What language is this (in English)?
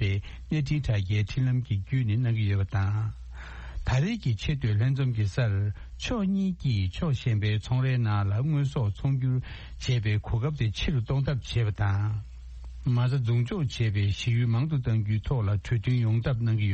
Tibetan